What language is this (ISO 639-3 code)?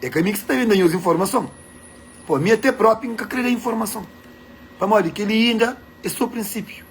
kea